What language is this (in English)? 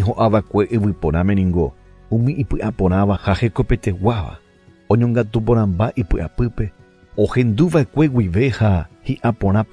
Guarani